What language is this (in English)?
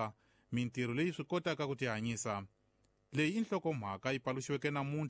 Tsonga